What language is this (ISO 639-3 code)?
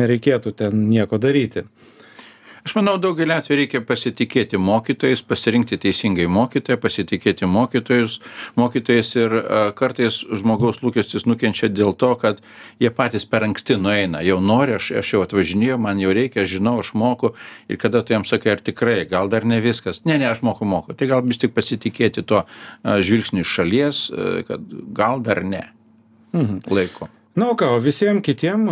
lit